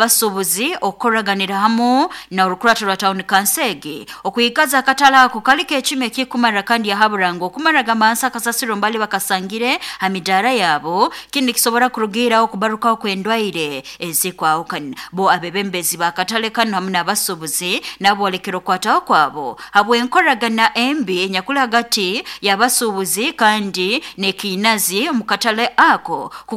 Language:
Nyoro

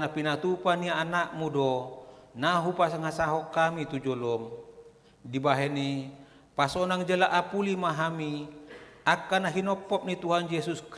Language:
Batak Toba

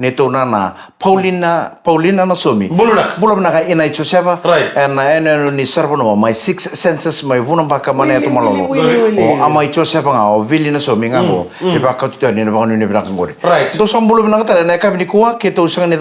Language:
Fijian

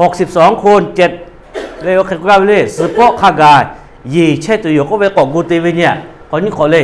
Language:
Lahu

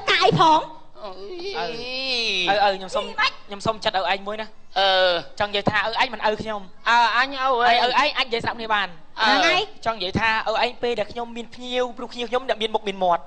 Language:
Khmer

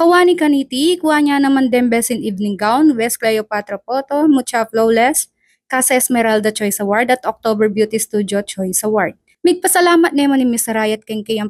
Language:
Pampanga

